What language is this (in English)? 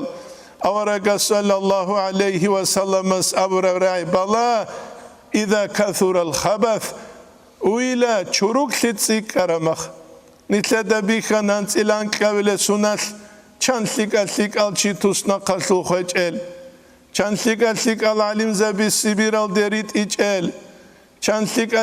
Avaric